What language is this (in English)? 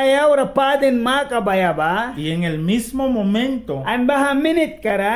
Mískito